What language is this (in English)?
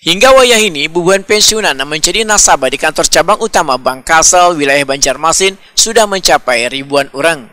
Banjar